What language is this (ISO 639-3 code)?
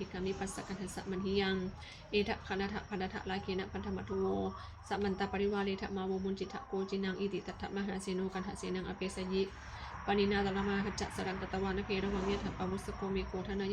pli